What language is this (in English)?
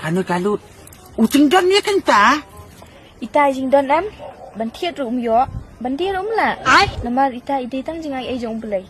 Khasi